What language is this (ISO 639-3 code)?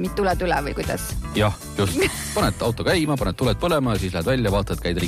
est